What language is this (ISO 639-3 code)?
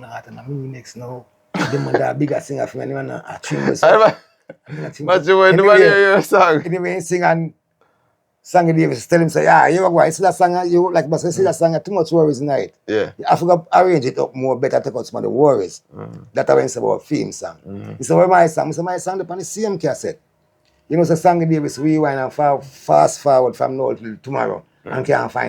jam